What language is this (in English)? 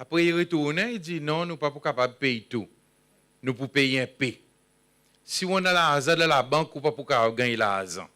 Seselwa Creole French